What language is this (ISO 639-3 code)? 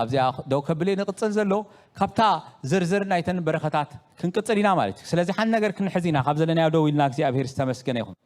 tir